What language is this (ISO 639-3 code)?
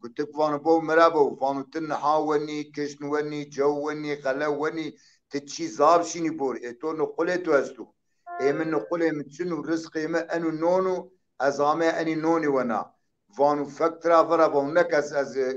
zza